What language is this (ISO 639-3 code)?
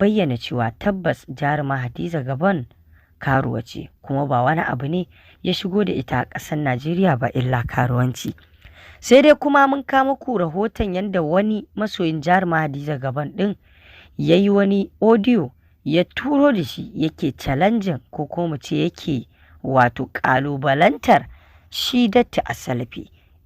hau